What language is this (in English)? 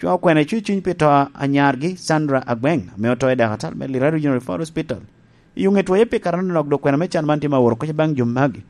Lango (Uganda)